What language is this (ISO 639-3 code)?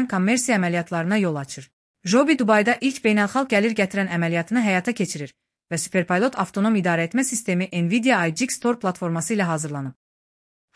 aze